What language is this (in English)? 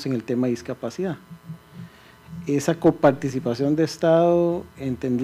Spanish